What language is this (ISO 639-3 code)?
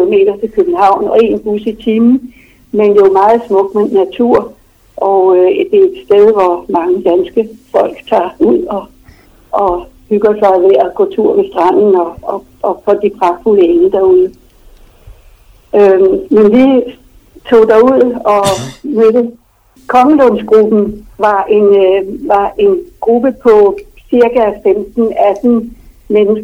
dan